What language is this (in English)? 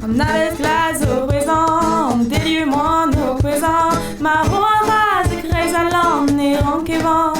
Breton